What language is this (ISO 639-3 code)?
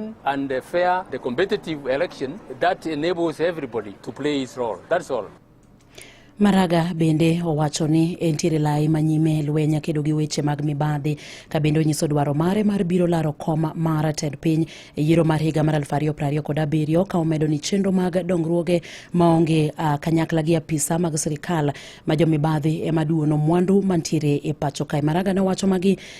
luo